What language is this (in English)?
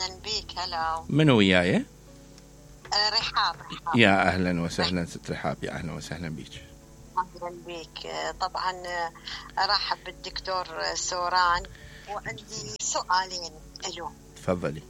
Mesopotamian Arabic